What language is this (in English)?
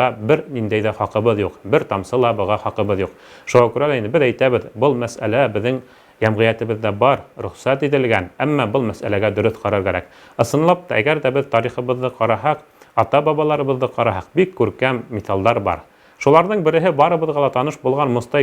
Bashkir